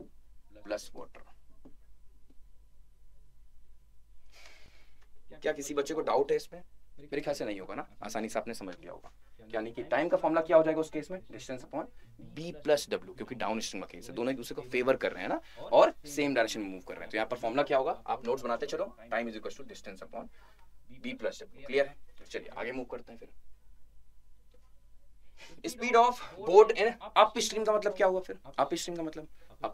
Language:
Hindi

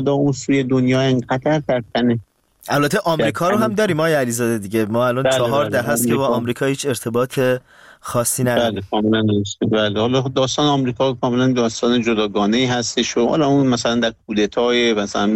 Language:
Persian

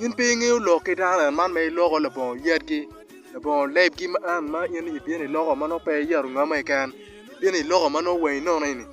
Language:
Acoli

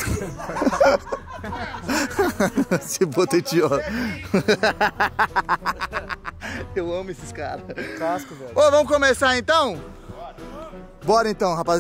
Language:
Portuguese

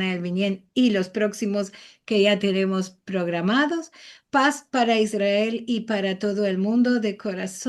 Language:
Ladino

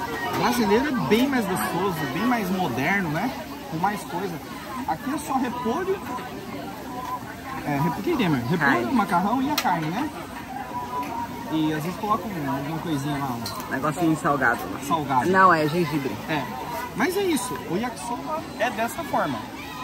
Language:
Portuguese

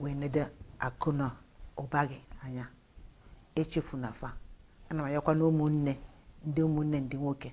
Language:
Igbo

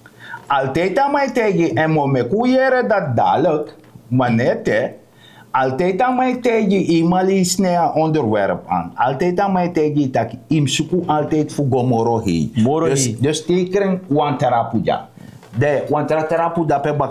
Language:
Sranan Tongo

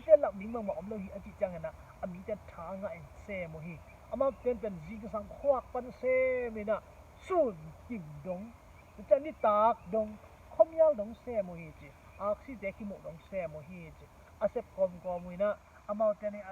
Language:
Tedim Chin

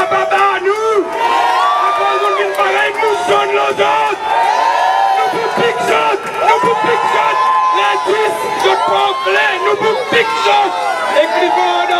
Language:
Seselwa Creole French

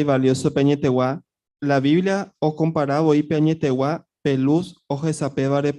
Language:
Guarani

